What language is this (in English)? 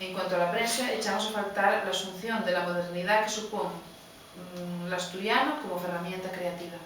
Asturian